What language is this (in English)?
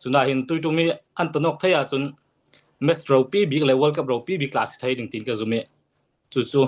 Falam Chin